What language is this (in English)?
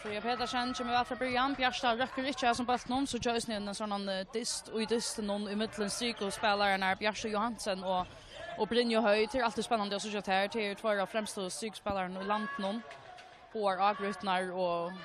Faroese